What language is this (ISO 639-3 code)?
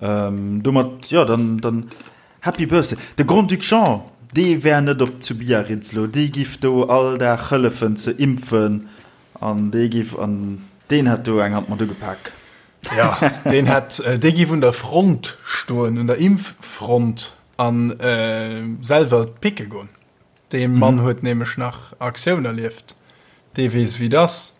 ltz